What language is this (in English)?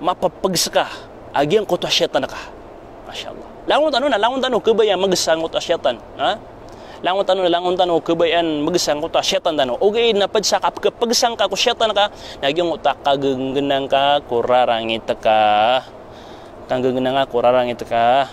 Maranao